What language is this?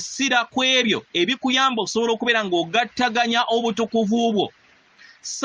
Ganda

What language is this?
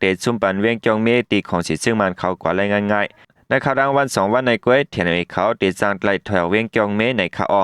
Shan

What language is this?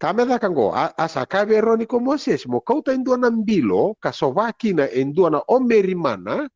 Fijian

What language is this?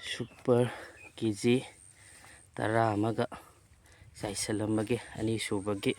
Manipuri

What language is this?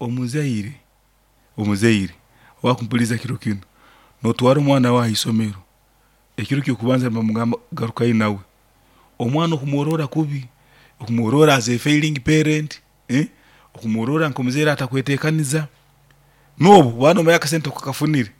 Nyankole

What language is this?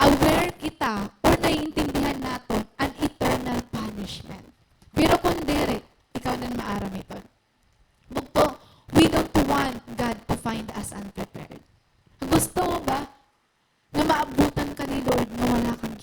Waray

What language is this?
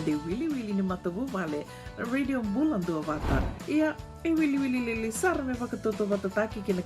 Fijian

